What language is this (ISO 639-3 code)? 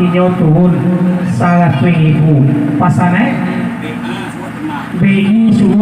min